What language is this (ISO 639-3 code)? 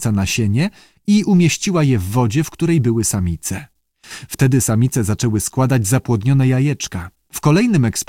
pol